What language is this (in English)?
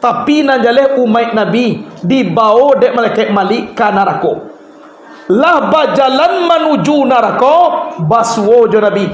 Minangkabau